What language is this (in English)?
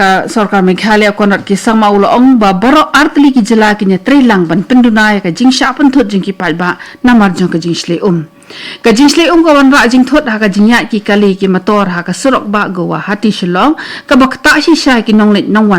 Khasi